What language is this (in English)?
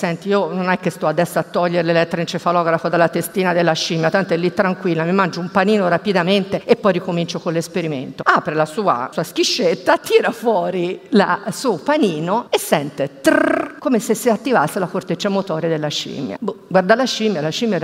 Italian